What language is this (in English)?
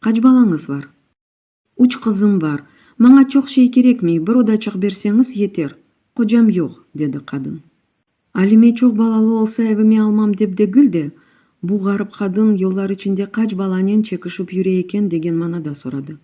Crimean Tatar